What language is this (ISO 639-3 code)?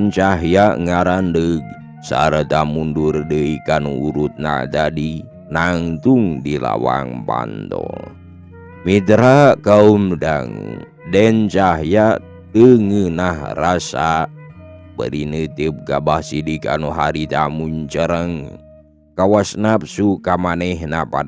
sun